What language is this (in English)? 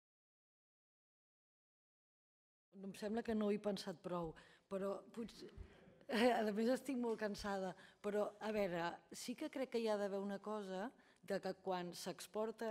Catalan